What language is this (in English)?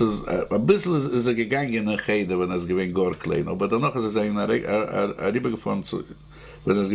Yiddish